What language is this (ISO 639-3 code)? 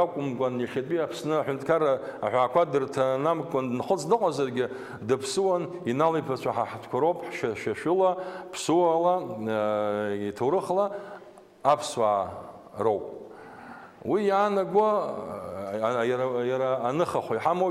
abk